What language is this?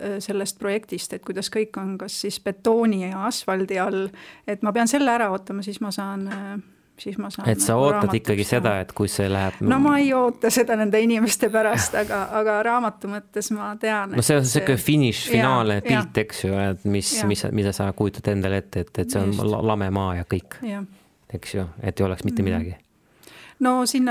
Estonian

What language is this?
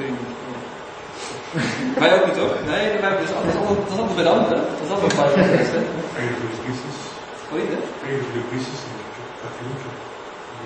Dutch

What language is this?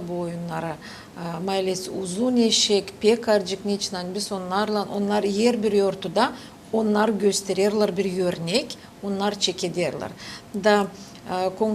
Gagauz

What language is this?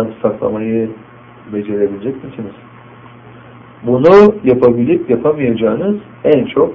Turkish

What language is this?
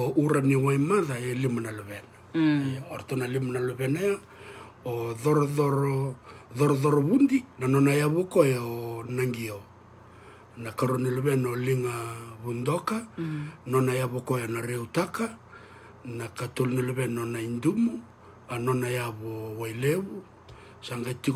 Fijian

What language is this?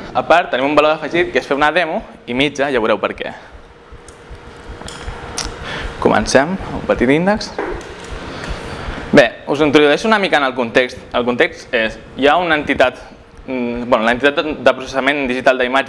Catalan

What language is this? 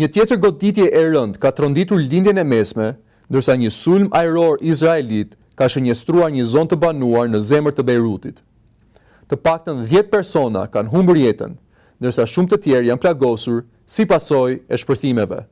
Albanian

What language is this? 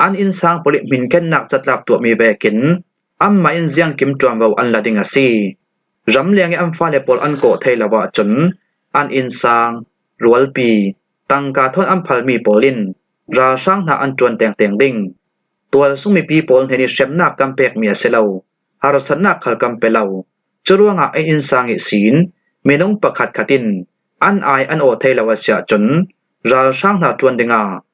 Falam Chin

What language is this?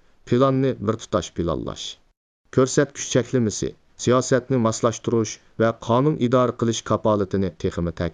Uyghur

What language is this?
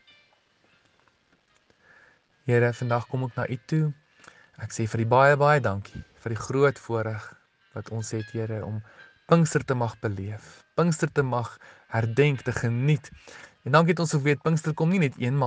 Afrikaans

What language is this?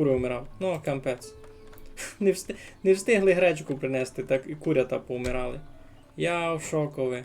Rusyn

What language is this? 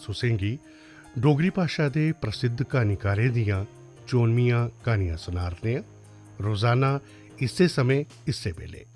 Dogri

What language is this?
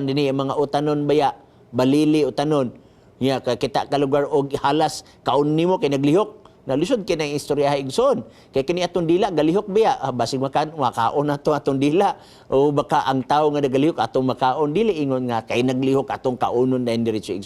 Cebuano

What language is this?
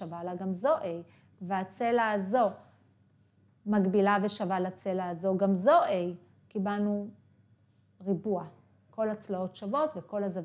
Hebrew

